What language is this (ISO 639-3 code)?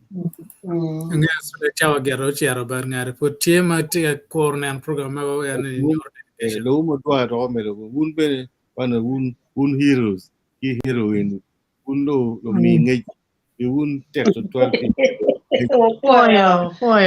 ach